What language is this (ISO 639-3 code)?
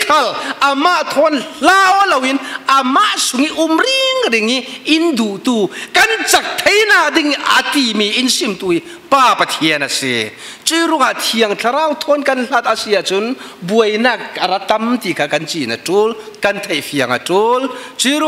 cfm